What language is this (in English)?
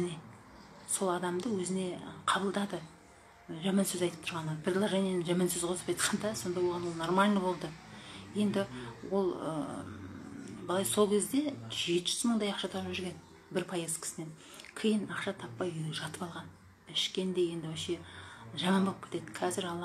Kazakh